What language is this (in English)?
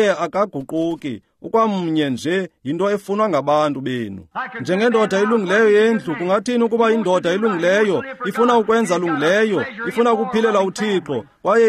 Xhosa